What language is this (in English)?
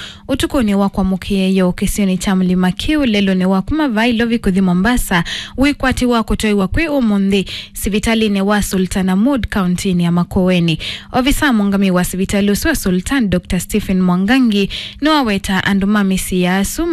Kamba